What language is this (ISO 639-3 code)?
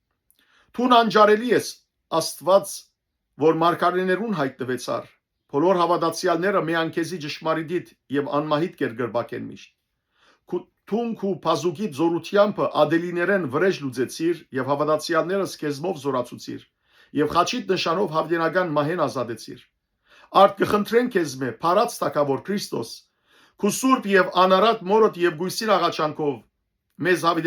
hyw